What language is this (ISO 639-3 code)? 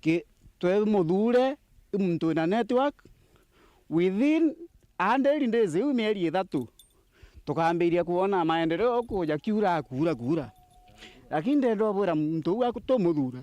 mer